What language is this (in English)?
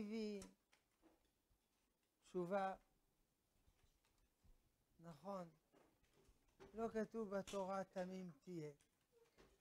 Hebrew